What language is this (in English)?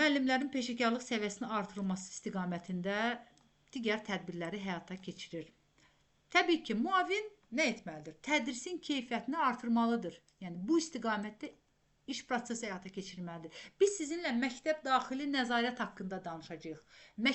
Azerbaijani